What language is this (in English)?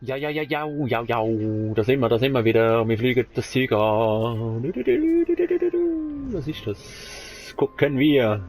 Swiss German